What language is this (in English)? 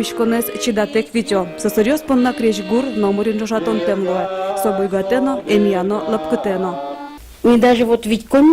Udmurt